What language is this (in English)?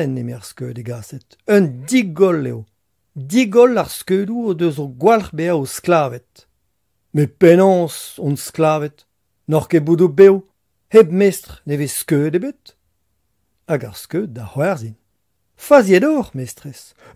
Breton